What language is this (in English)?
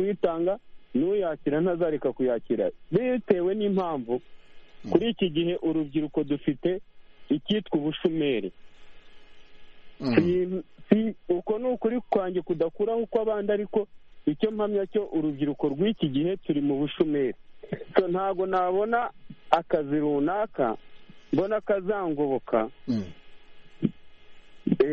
Kinyarwanda